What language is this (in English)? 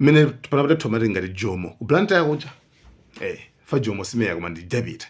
Nyanja